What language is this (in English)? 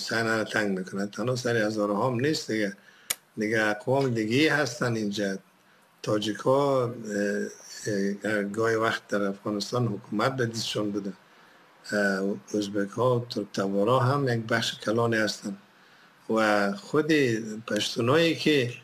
Persian